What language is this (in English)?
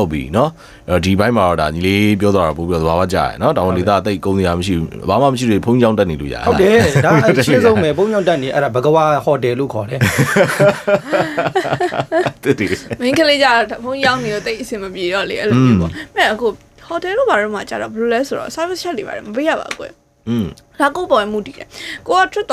Burmese